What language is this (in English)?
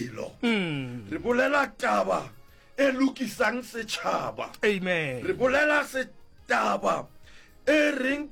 Northern Sotho